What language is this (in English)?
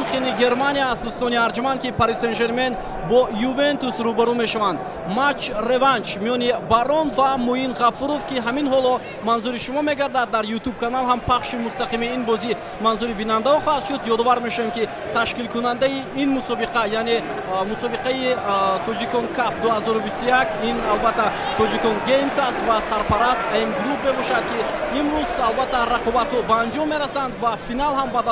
Tajik